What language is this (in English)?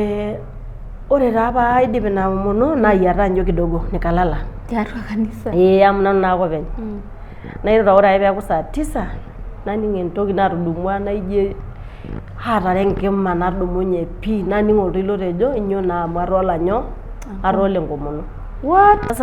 Masai